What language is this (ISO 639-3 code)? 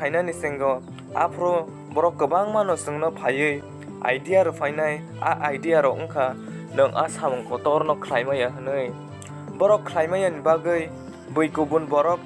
trp